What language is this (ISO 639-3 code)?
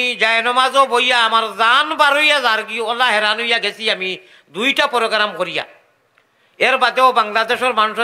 syl